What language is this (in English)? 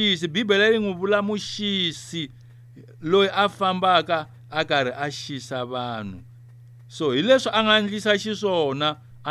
Tsonga